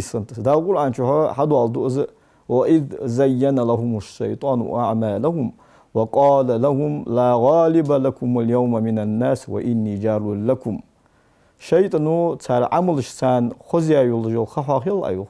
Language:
Ingush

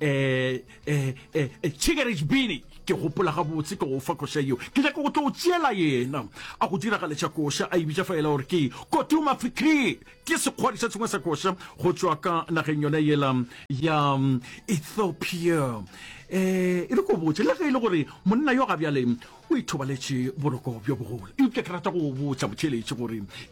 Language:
Northern Sotho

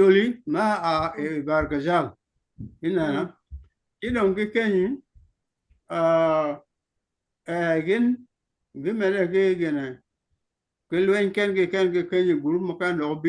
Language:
Acoli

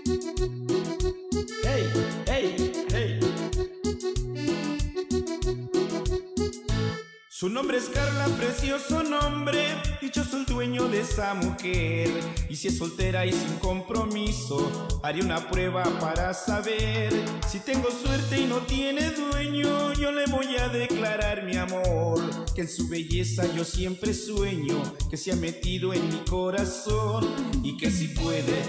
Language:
Spanish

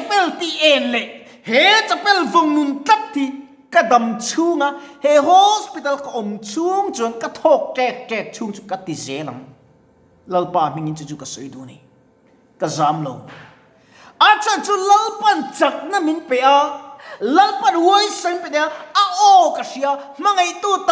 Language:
Mizo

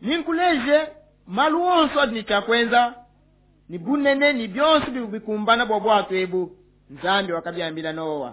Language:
Luba-Lulua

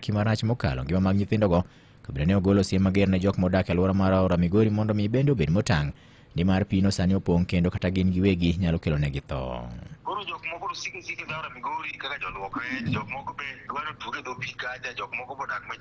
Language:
Luo (Kenya and Tanzania)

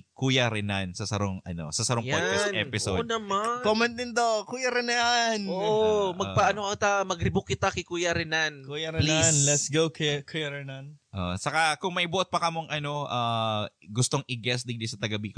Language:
Bikol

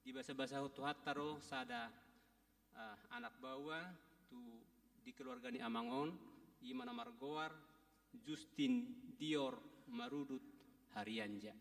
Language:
Batak Toba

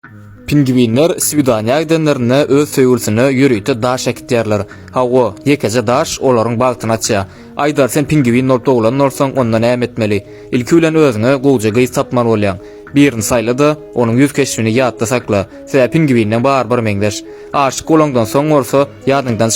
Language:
Turkmen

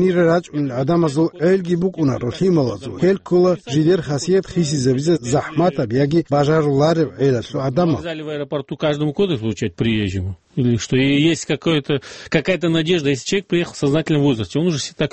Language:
Avaric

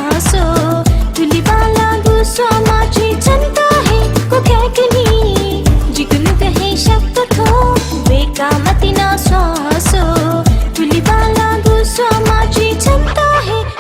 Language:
Newari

